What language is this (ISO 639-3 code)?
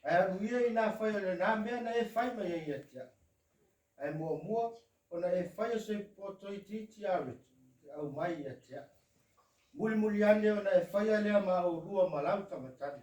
smo